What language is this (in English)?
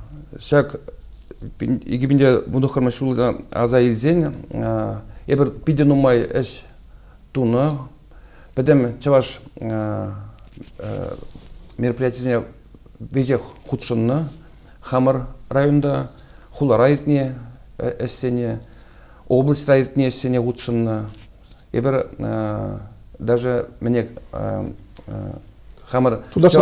Chuvash